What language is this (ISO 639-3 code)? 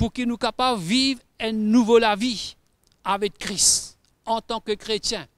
mfe